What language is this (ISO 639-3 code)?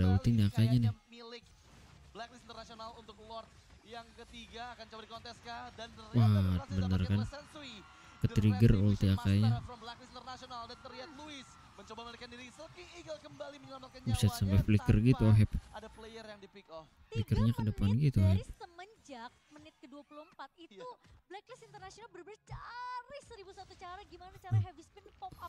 ind